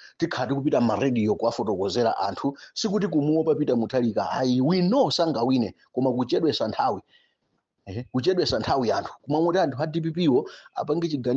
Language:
Nyanja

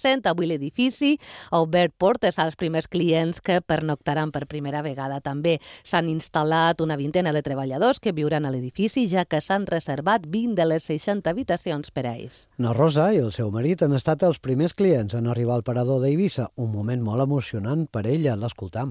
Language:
Catalan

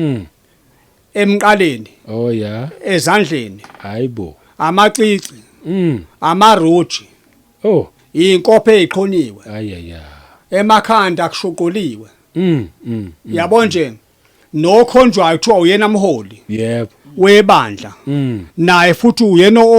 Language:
Zulu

